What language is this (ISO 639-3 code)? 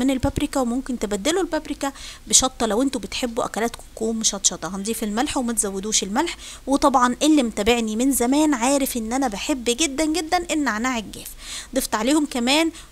arz